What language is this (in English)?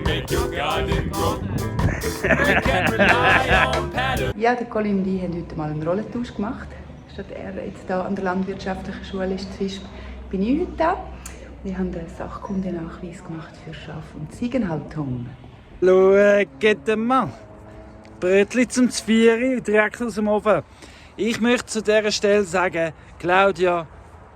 Swiss German